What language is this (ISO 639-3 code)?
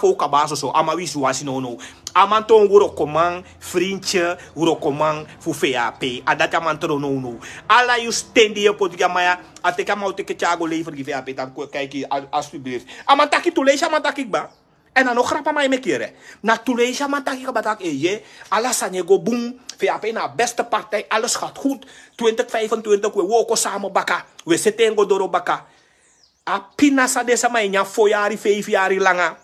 srn